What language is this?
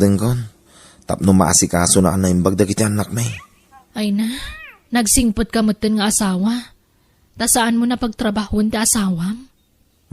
Iloko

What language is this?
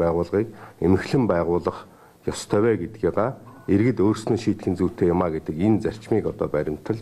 Mongolian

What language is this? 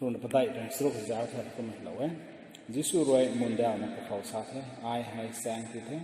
Rongmei Naga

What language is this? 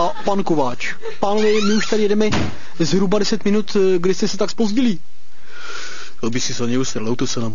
Czech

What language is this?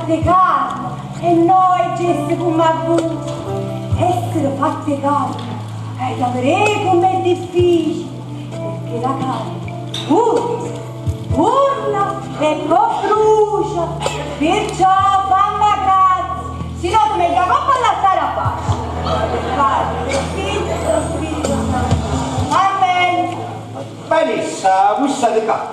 Neapolitan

